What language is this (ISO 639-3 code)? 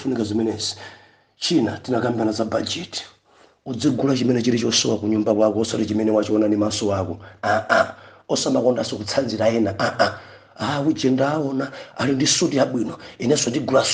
nya